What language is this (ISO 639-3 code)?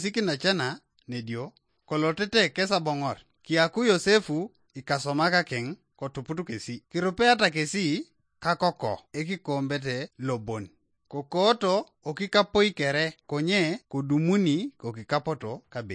teo